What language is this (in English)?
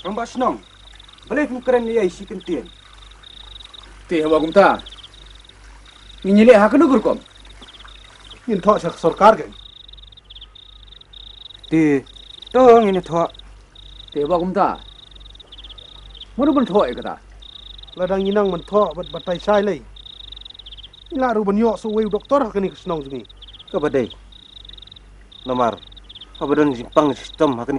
Khasi